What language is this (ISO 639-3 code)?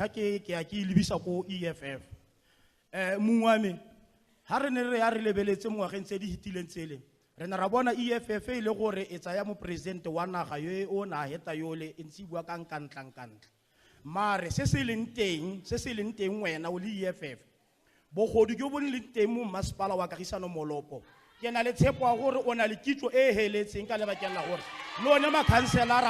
tsn